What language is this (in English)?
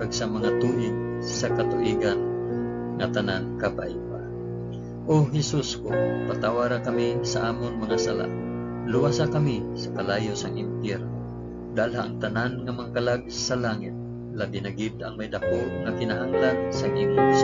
Hiligaynon